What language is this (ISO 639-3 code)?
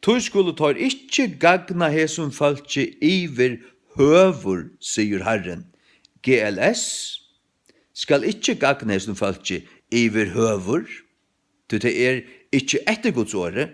fao